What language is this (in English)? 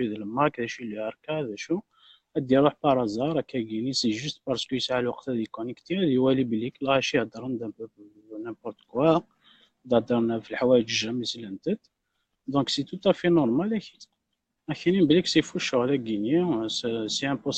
Kabyle